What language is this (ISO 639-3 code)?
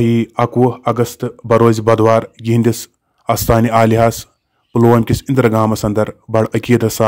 kas